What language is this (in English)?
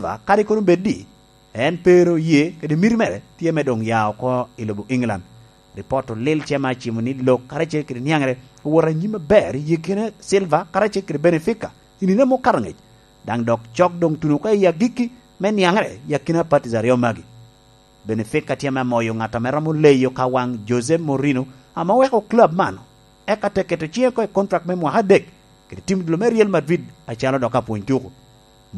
Lango (Uganda)